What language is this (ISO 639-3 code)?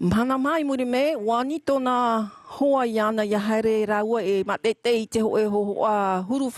tah